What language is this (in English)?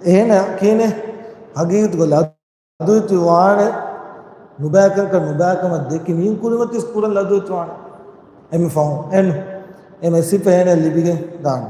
Divehi